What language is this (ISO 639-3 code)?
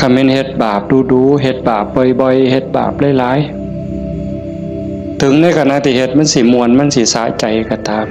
tts